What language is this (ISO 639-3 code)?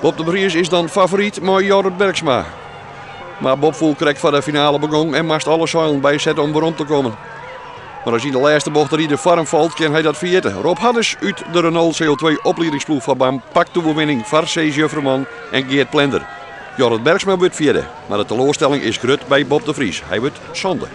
fry